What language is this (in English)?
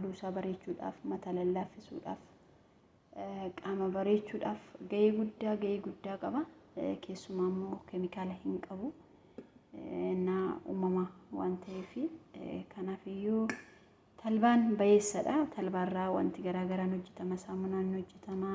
Oromo